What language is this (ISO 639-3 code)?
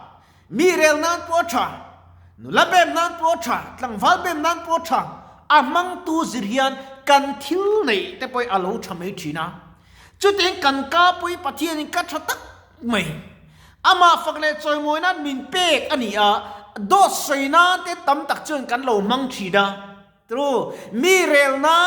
lus